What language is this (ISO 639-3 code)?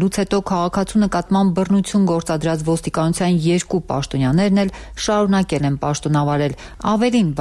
hye